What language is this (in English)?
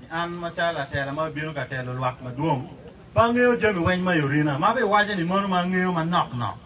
Acoli